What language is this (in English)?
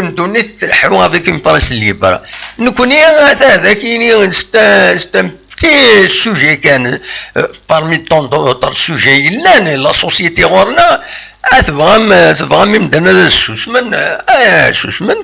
Kabyle